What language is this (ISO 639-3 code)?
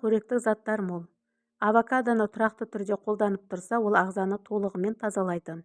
kaz